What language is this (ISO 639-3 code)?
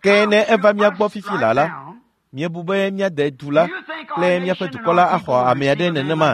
ewe